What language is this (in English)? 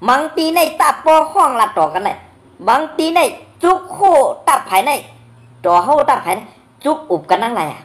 Shan